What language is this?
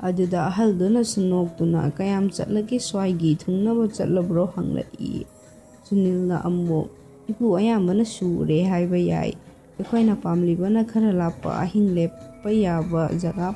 Manipuri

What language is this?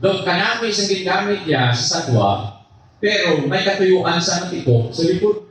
Hiligaynon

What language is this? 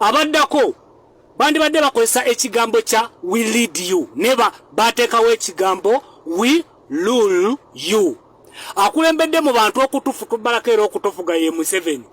Ganda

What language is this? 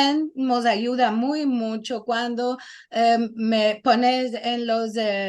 Ladino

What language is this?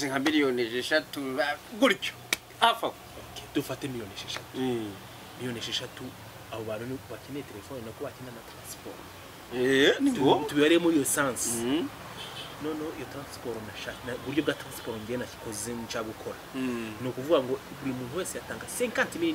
Kinyarwanda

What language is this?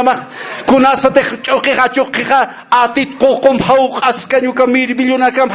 Aymara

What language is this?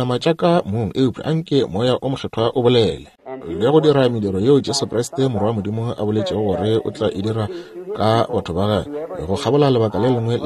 Northern Sotho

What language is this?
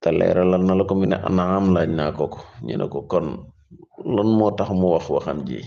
Wolof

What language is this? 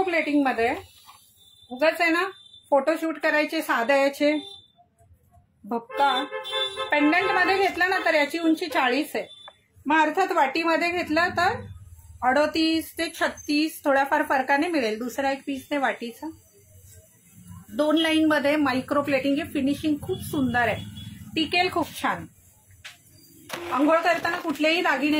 Marathi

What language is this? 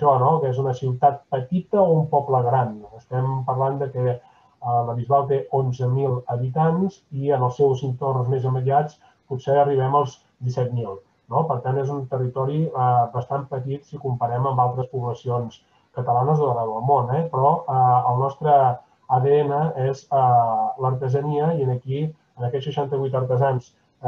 Catalan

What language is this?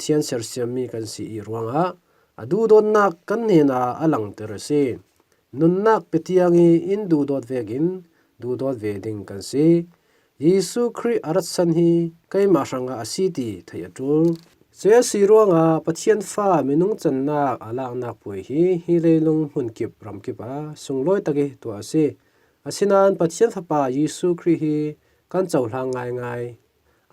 Falam Chin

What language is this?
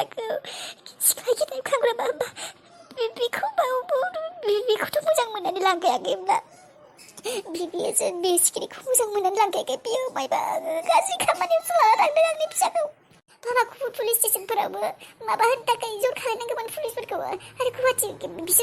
Bodo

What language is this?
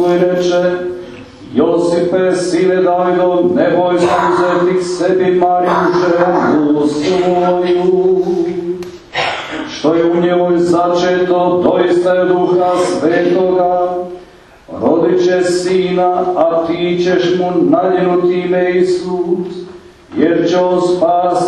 Croatian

